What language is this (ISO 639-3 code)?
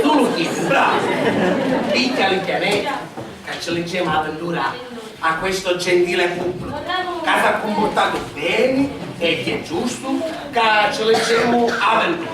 scn